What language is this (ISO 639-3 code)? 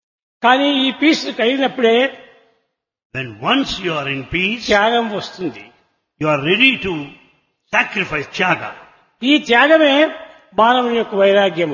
tel